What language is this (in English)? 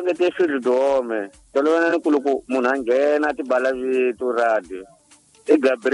Tsonga